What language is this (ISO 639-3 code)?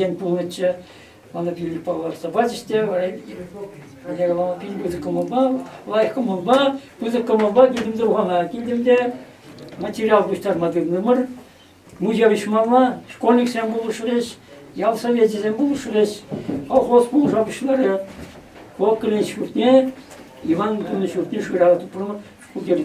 chv